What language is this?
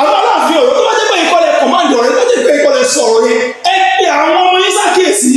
Yoruba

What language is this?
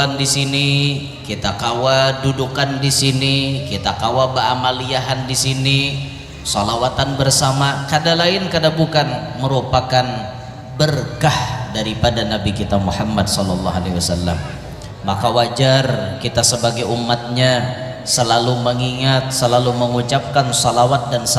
Banjar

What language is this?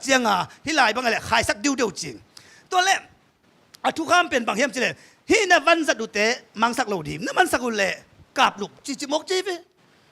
Tedim Chin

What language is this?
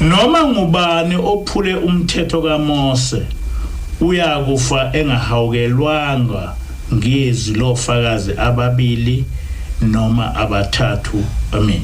Zulu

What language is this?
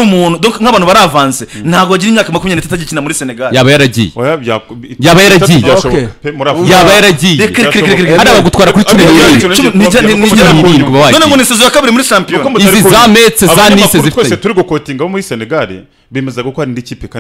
Kinyarwanda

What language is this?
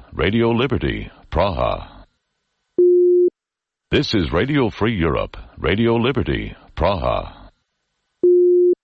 English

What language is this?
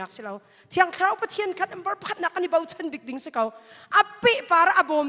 Hakha Chin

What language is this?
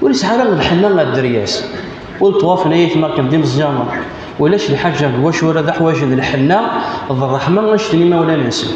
Kabyle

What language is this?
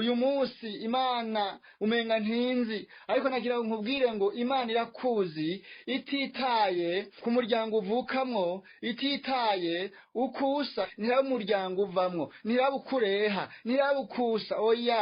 Rundi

